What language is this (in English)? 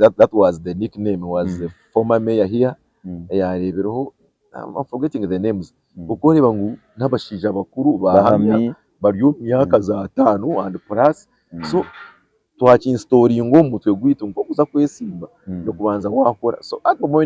Nyankole